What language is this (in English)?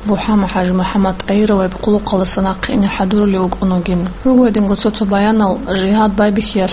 Avaric